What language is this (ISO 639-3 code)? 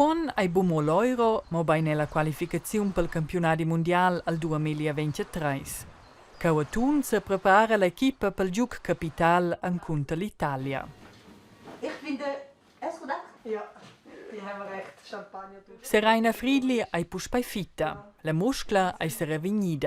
roh